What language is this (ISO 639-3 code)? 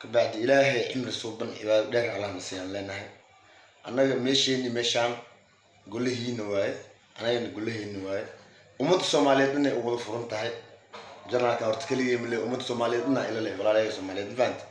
som